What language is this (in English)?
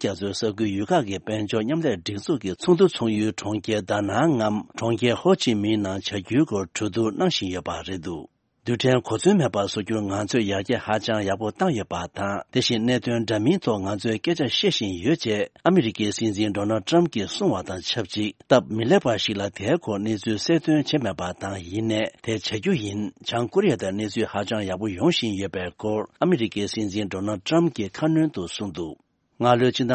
Tibetan